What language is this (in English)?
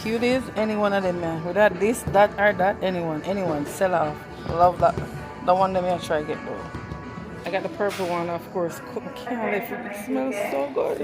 Jamaican Creole English